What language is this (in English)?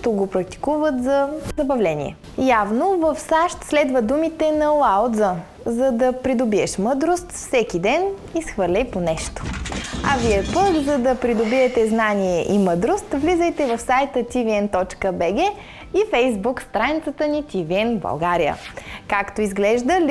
Bulgarian